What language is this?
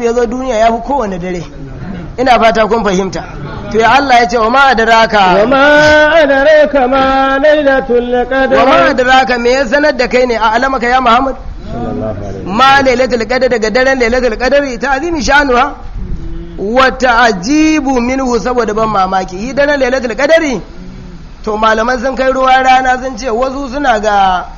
Hausa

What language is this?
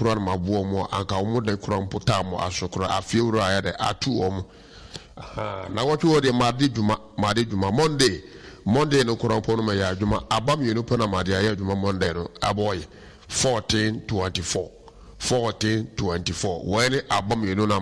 Akan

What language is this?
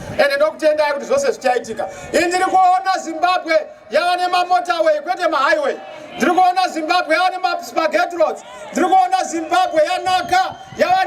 Shona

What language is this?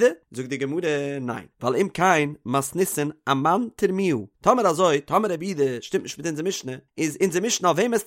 Yiddish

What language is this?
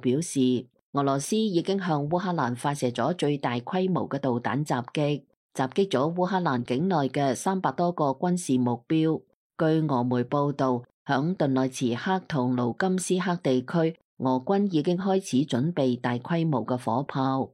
Cantonese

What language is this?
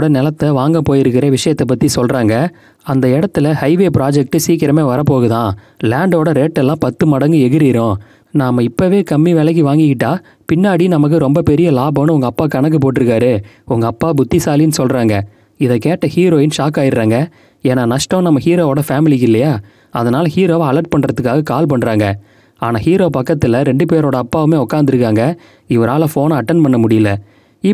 Tamil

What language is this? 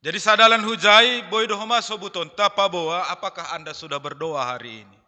Batak Simalungun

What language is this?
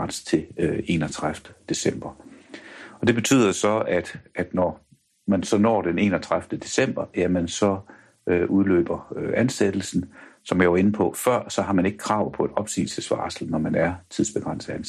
Danish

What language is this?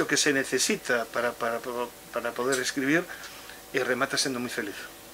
Galician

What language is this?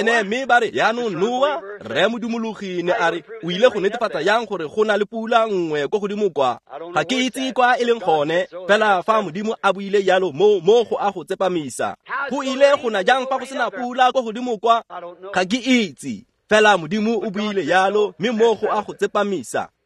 Tswana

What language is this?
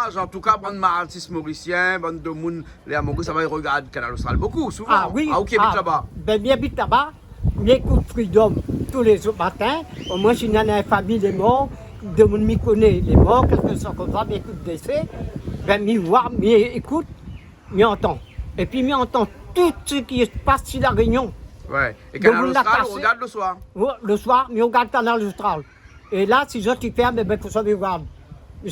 Réunion Creole French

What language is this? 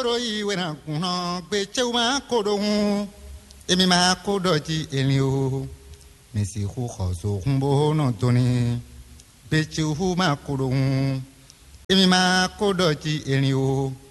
Fon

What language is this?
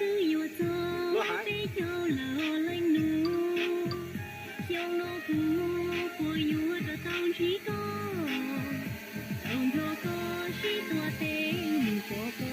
Hmong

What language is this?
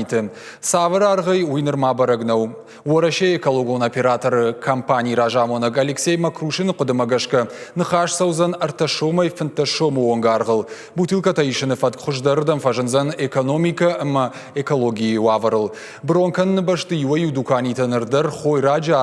Ossetic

